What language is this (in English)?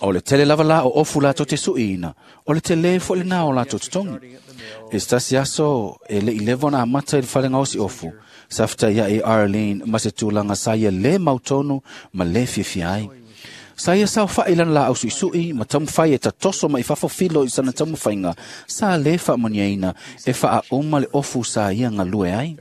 Samoan